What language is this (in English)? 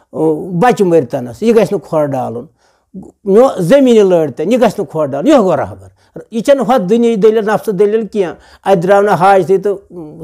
Kashmiri